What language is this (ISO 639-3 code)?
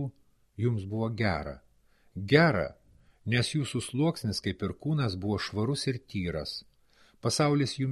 lit